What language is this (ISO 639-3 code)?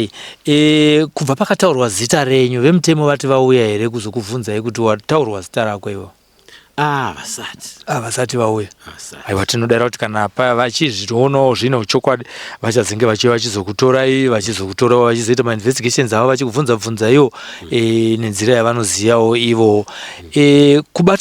sna